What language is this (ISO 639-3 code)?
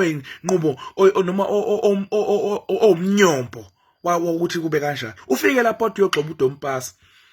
zul